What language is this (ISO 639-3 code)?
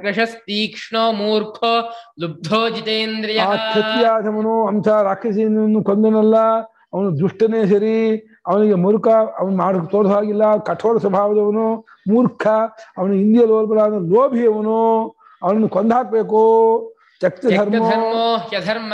kan